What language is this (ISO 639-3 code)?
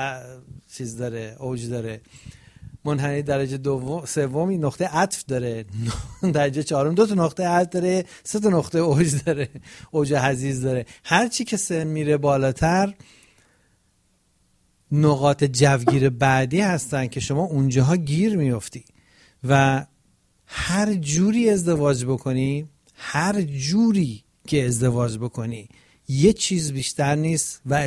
fas